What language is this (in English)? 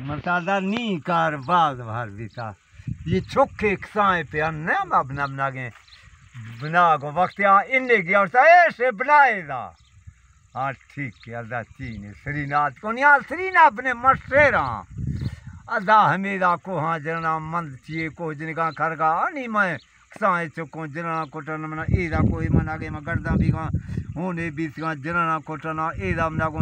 Baluchi